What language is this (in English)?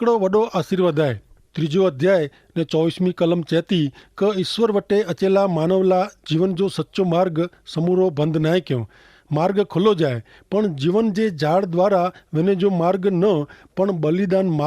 Kachhi